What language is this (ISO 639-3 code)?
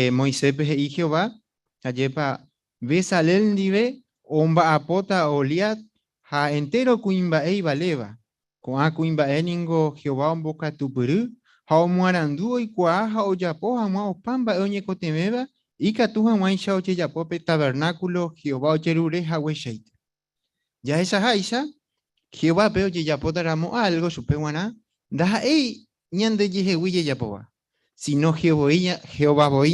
grn